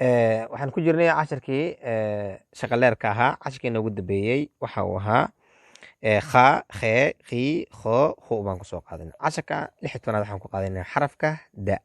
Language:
Somali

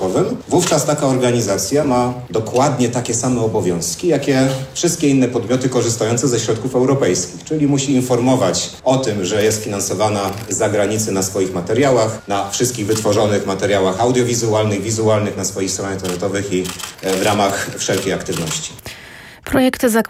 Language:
Polish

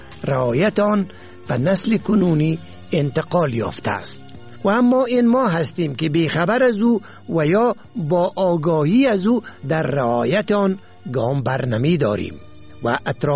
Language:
Persian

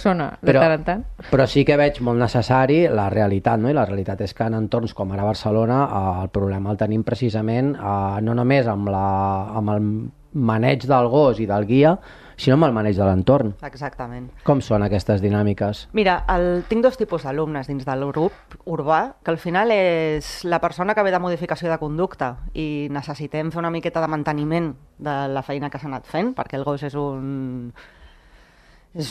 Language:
Catalan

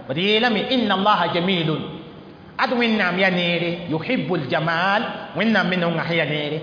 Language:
Mossi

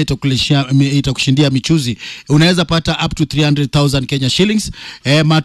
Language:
Swahili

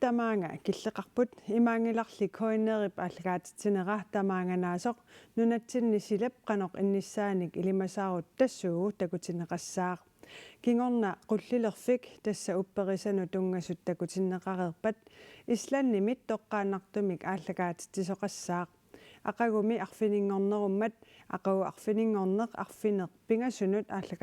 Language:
Kalaallisut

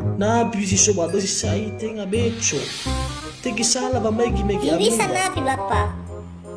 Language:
Nias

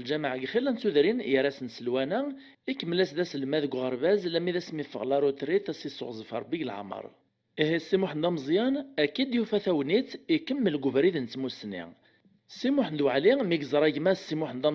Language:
Kabyle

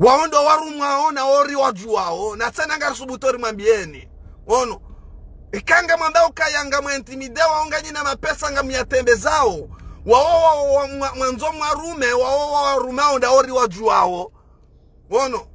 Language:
Ngazidja Comorian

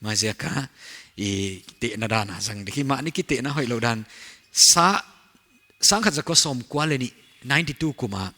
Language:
Paite Chin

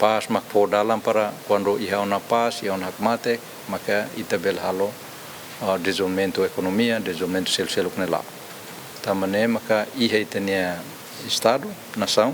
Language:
Tetum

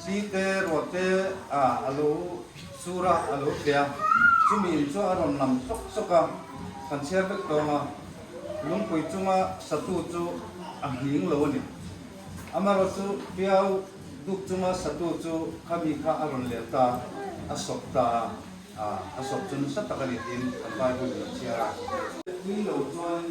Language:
Hmar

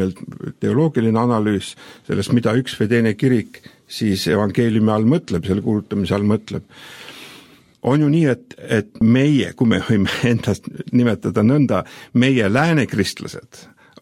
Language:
Estonian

